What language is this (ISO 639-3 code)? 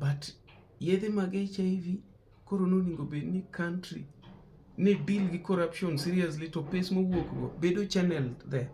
luo